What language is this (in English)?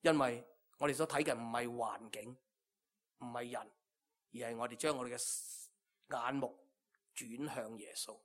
Cantonese